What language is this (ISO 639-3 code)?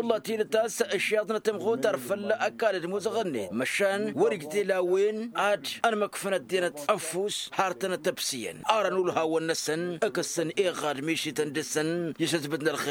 taq